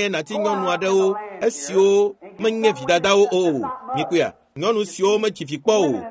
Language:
Ewe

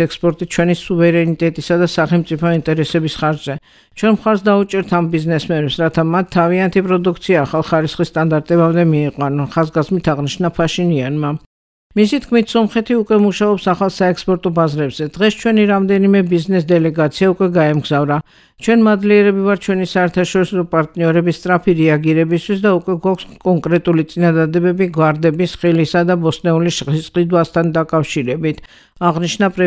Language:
Georgian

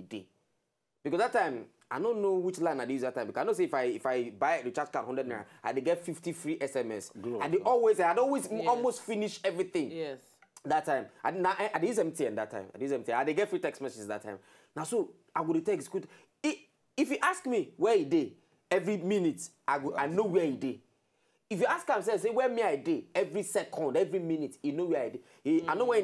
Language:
Nigerian Pidgin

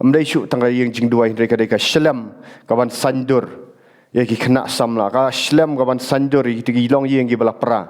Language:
Khasi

